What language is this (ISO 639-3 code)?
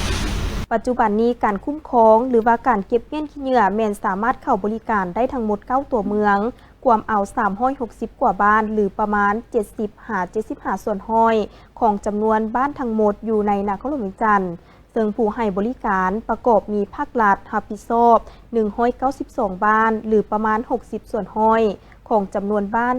lao